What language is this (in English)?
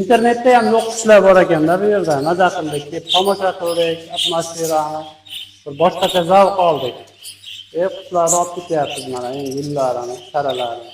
Uzbek